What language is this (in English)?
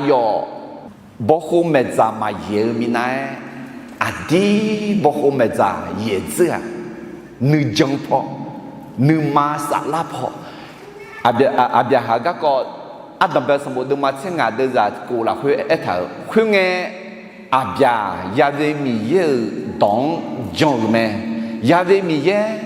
Akha